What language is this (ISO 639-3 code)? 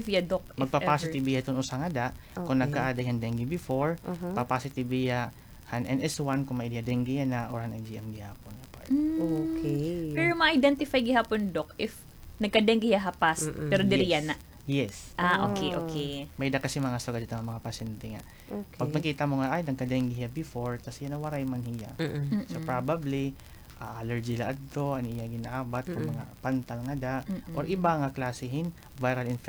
war